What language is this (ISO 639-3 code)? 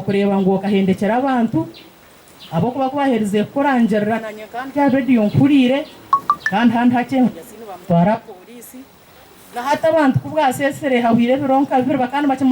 nyn